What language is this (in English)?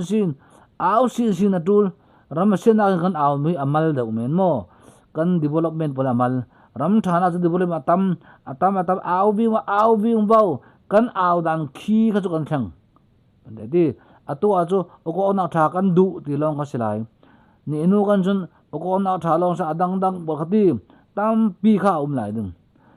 Falam Chin